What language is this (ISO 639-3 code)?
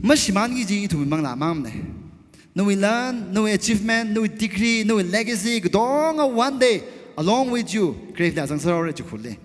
nmf